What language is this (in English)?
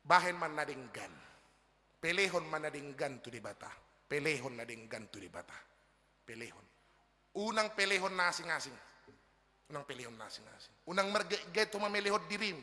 Batak Toba